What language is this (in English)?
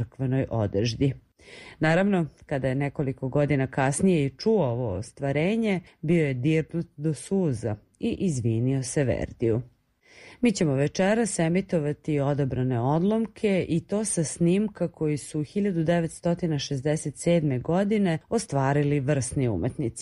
Serbian